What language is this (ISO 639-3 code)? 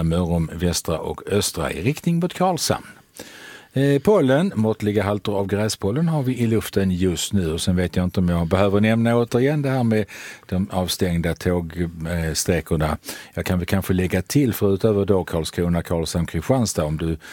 swe